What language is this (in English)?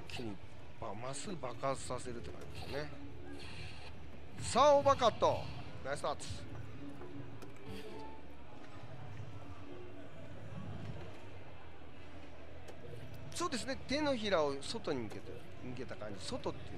Japanese